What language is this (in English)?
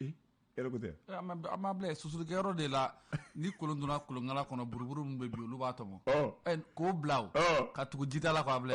Bambara